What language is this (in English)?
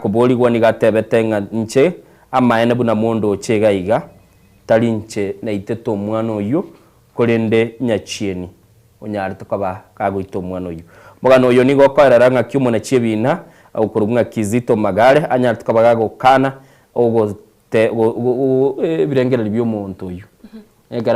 Gusii